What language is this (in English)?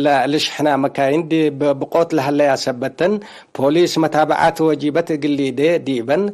Tigre